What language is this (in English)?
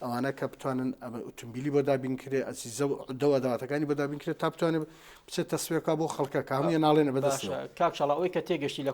Central Kurdish